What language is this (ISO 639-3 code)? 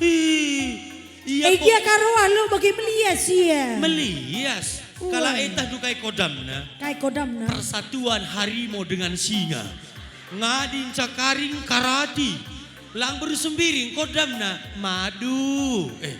btx